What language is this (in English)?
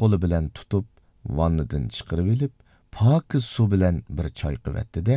Uyghur